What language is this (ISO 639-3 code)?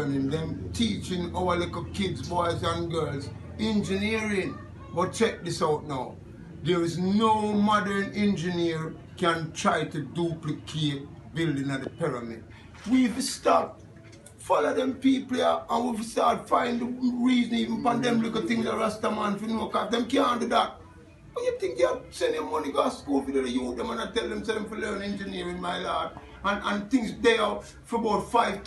jam